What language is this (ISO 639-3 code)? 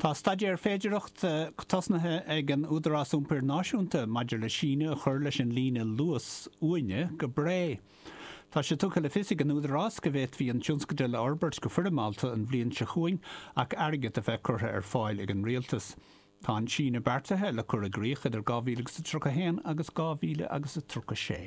gle